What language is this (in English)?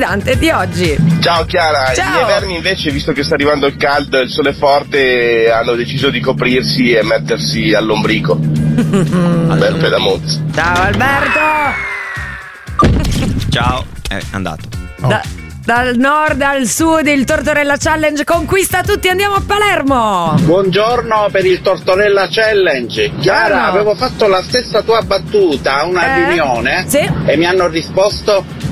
Italian